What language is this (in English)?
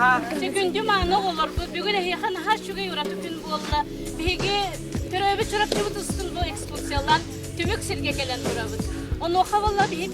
Yakut